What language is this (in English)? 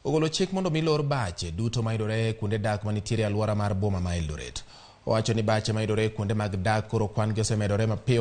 Luo (Kenya and Tanzania)